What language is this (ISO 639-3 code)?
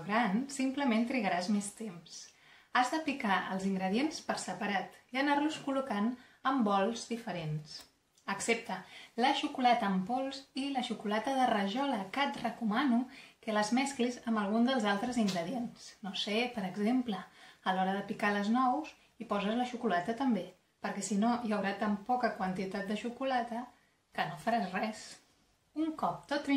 cat